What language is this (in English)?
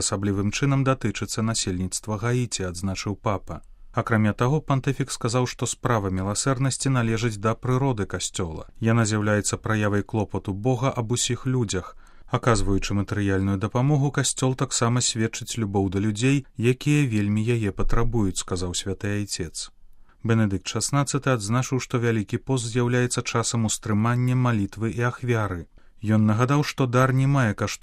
Belarusian